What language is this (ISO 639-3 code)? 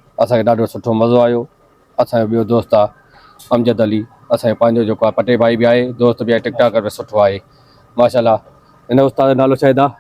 snd